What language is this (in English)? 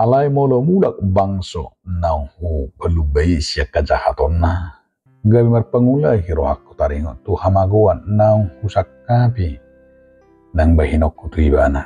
Batak Toba